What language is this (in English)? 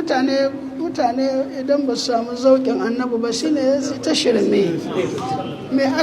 Hausa